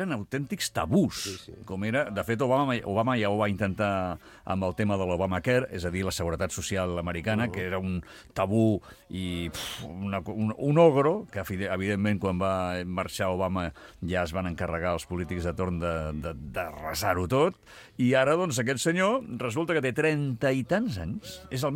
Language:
Catalan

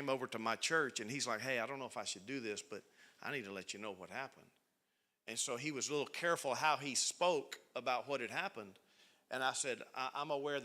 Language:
English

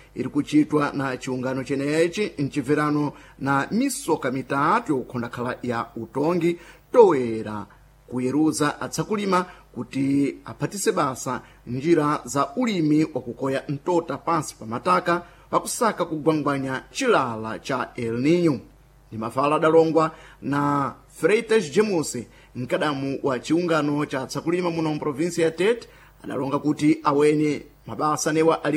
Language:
Sena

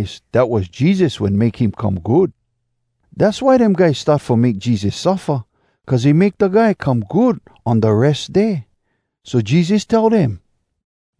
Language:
Hawai'i Creole English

